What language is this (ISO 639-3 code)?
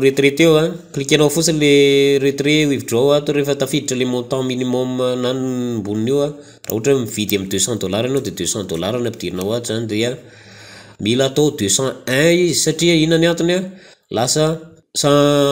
mlg